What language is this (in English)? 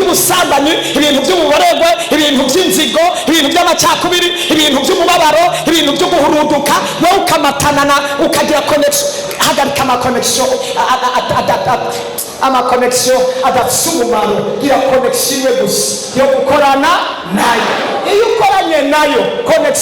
Rundi